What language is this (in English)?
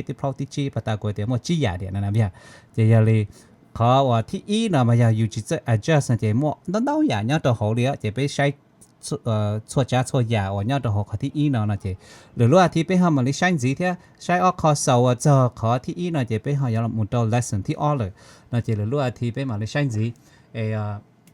Hmong